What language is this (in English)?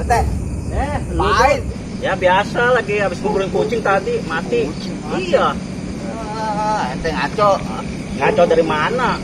Betawi